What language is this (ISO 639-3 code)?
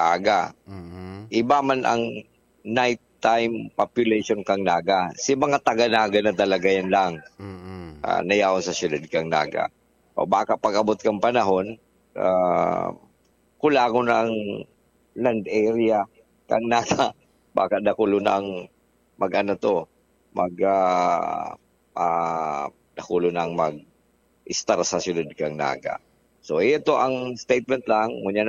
bik